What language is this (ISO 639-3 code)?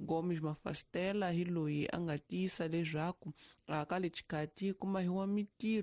tso